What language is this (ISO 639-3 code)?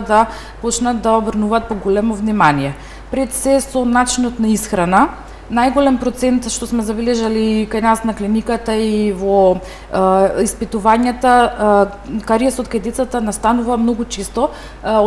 mkd